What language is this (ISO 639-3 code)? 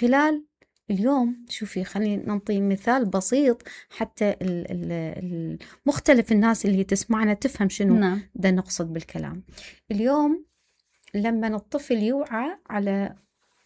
acm